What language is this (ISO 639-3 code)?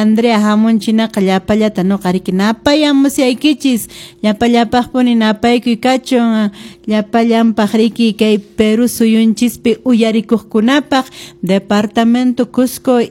que